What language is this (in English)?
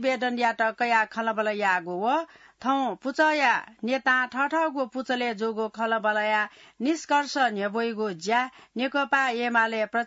Newari